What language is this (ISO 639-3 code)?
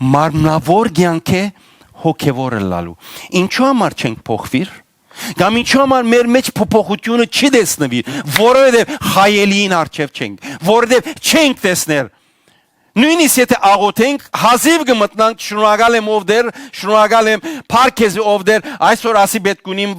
hyw